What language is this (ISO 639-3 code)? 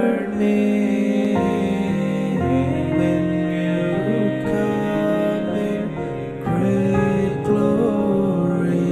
mal